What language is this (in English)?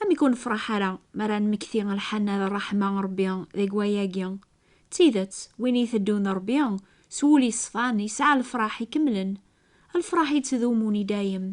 Kabyle